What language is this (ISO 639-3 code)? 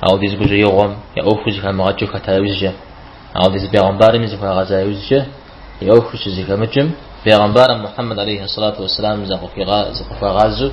kbd